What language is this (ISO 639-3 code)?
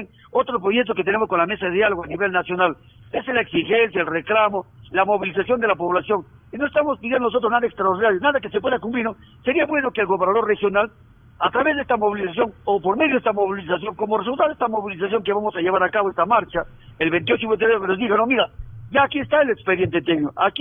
spa